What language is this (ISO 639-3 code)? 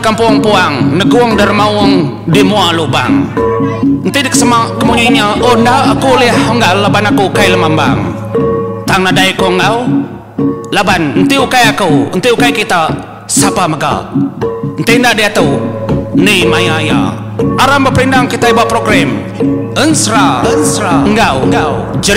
iba